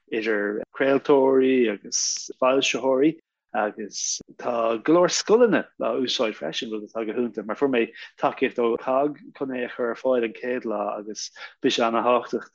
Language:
Irish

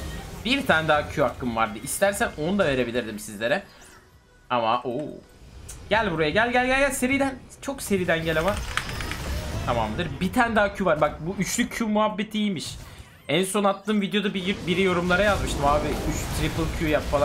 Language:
Turkish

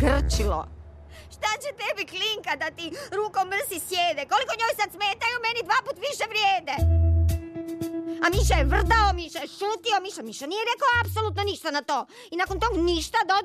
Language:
Croatian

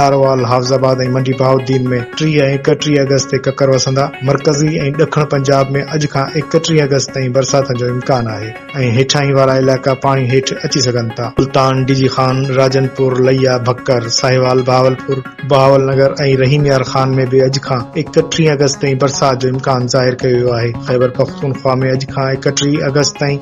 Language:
Sindhi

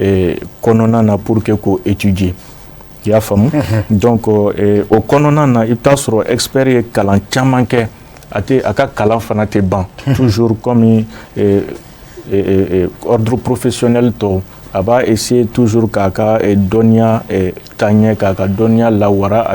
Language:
Bambara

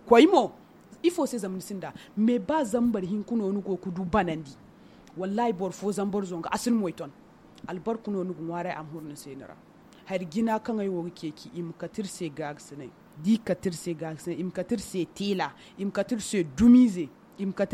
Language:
Zarma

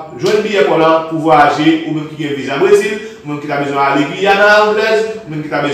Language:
Haitian Creole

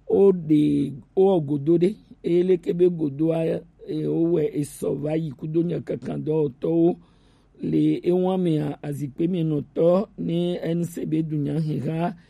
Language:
Gen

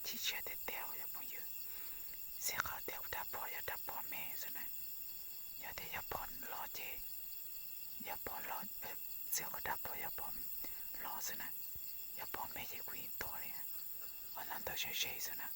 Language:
Hmong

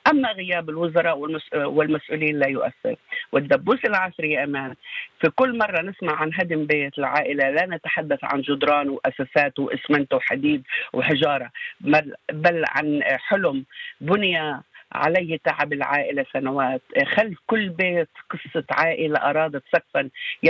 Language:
Arabic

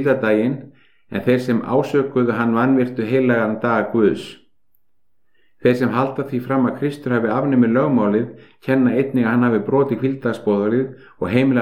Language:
Icelandic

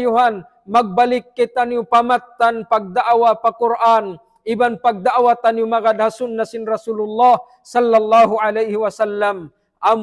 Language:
Tausug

